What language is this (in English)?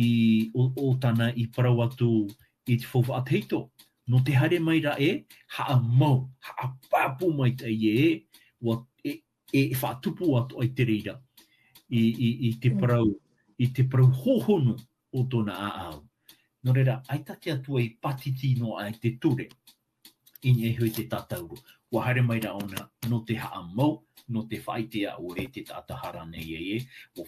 Tahitian